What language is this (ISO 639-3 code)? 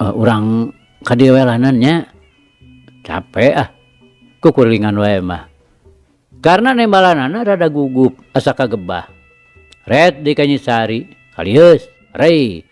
sun